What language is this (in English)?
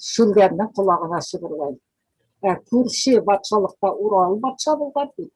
Bashkir